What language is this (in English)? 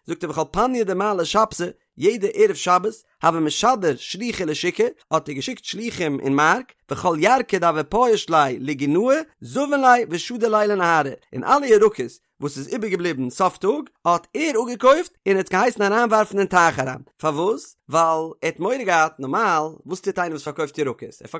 Yiddish